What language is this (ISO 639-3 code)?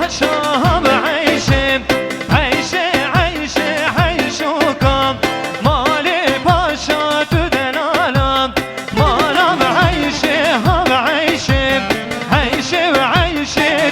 kur